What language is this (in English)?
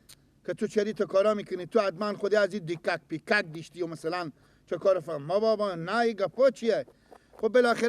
Persian